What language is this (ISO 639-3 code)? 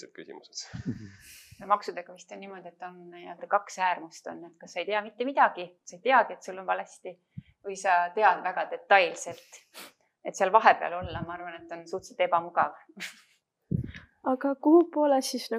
est